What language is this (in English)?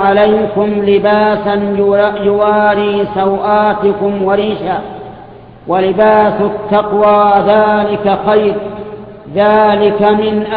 Arabic